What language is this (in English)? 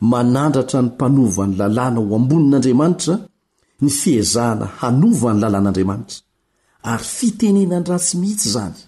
Malagasy